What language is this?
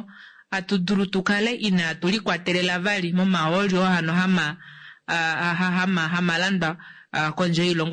Kuanyama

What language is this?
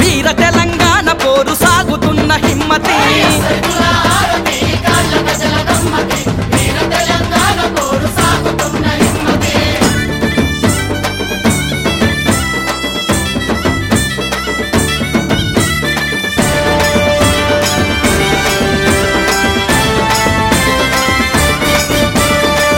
Telugu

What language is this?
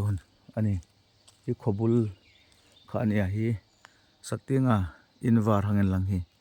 Hmar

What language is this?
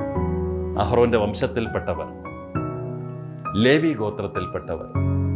Malayalam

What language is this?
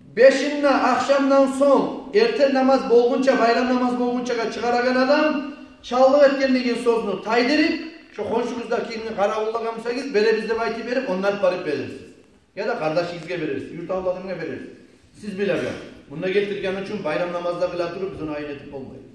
Kumyk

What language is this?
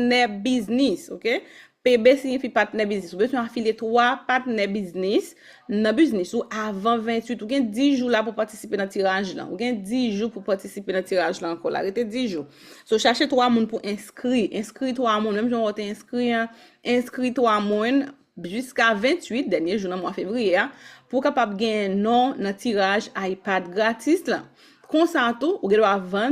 Haitian Creole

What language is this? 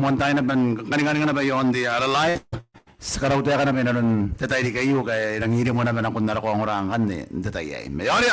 Gilbertese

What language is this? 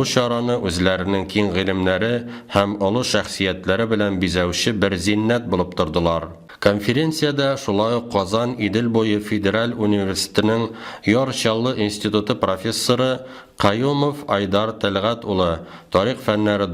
Tatar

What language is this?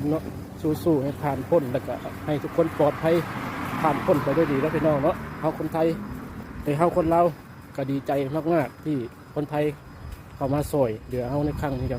Lao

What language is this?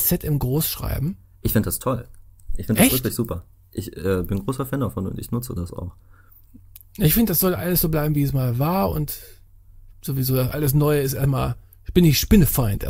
German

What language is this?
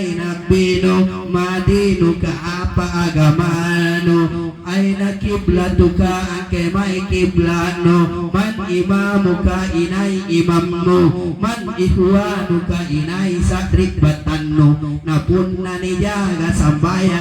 Makasar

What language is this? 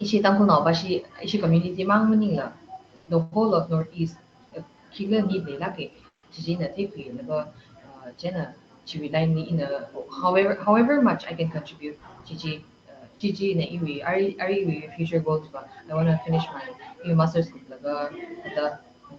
Tangkhul Naga (India)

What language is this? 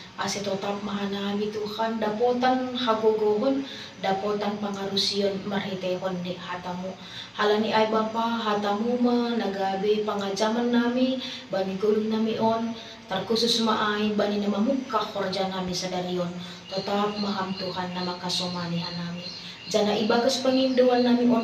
Batak Simalungun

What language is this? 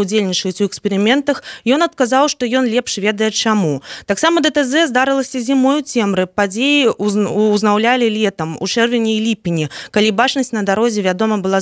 Belarusian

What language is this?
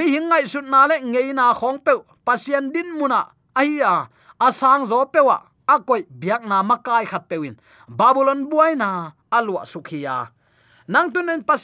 Tedim Chin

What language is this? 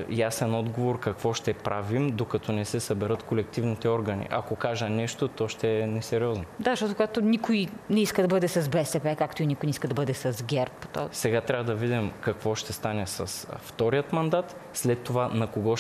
Bulgarian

